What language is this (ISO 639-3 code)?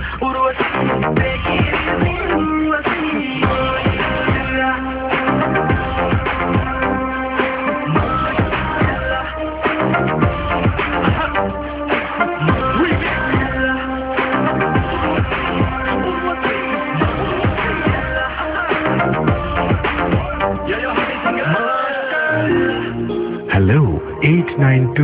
ben